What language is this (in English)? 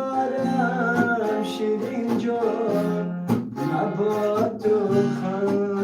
Tajik